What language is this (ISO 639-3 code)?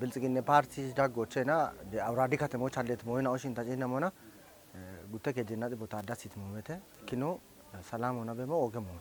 kbr